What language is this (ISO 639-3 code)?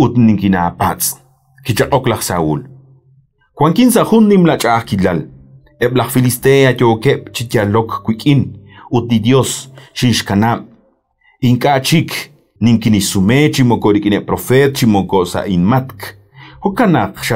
kek